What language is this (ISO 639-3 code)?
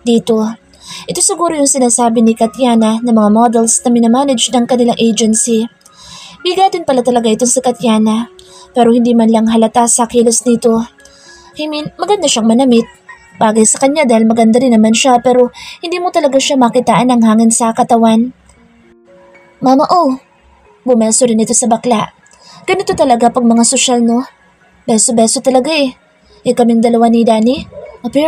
fil